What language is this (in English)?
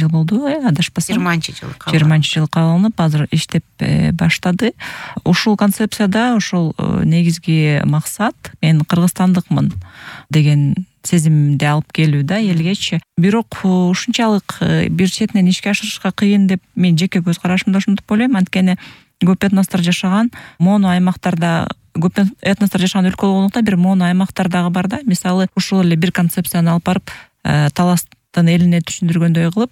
Kyrgyz